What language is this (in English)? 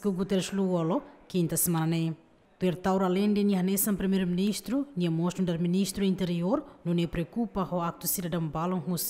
Tetum